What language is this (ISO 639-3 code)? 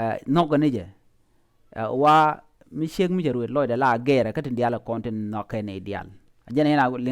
nus